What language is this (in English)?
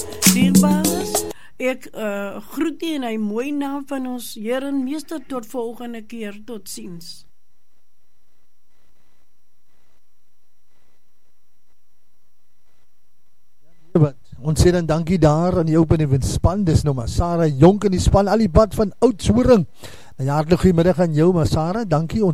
Afrikaans